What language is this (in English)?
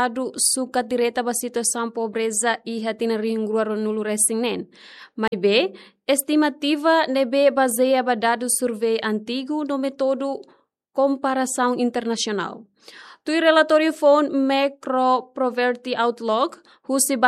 Tetum